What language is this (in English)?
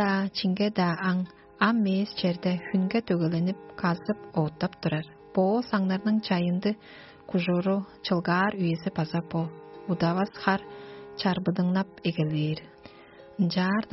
Tuvinian